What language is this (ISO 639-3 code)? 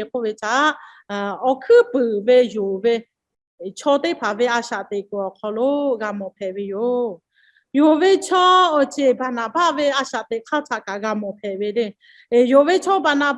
lhu